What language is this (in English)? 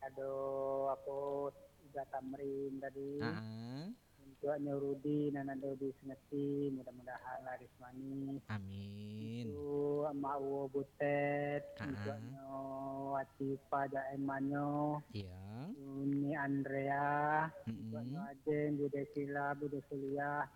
Minangkabau